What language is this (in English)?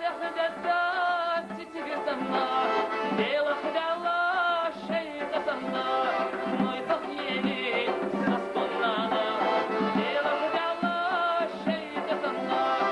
Chechen